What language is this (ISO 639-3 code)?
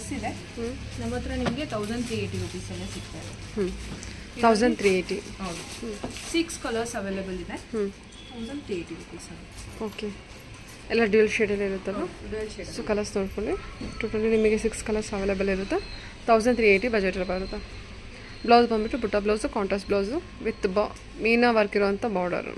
kan